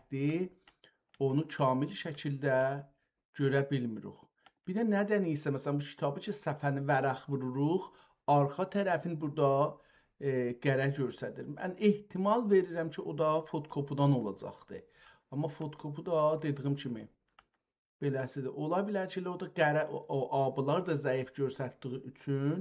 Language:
South Azerbaijani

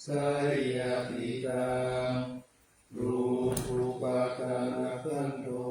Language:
Pali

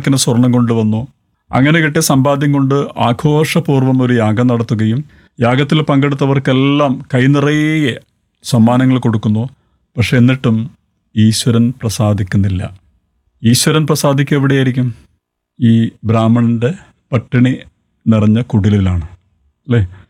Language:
Malayalam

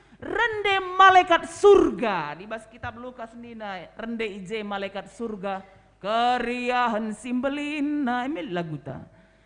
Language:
Batak Karo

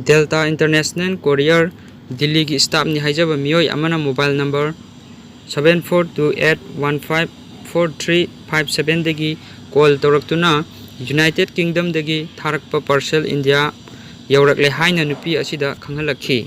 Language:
Manipuri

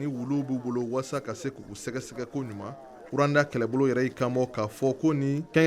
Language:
Bambara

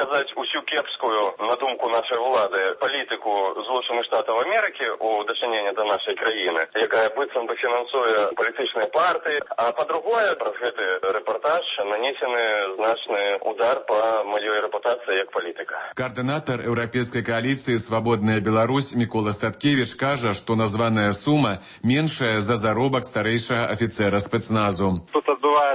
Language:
Belarusian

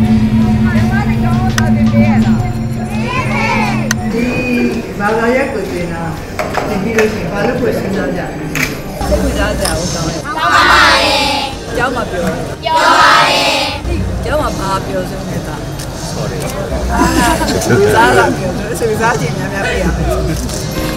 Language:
Burmese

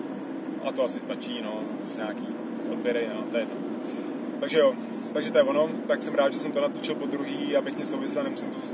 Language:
Czech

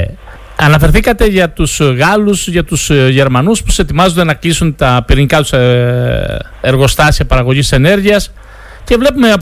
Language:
Greek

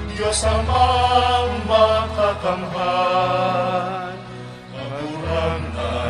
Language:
Bikol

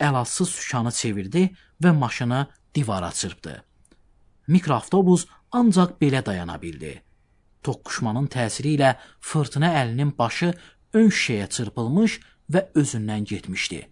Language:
Azerbaijani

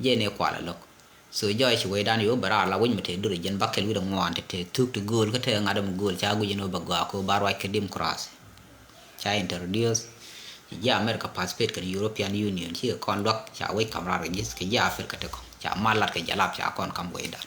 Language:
Nuer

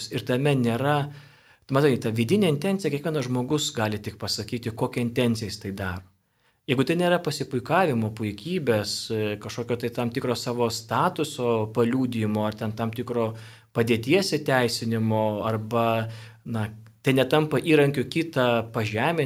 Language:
Lithuanian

